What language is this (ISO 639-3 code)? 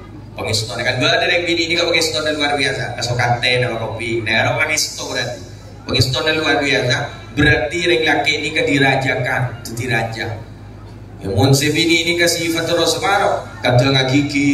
mad